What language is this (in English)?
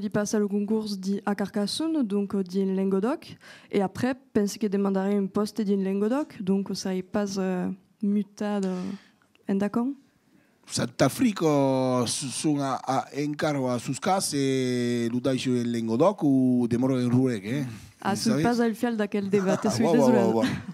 Occitan